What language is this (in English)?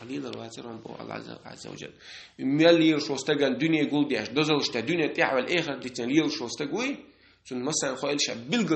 Chechen